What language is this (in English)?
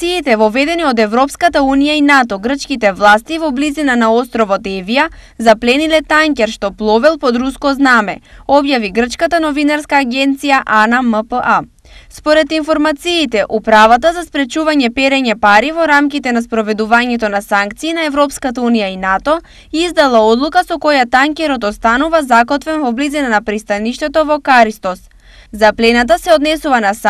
Macedonian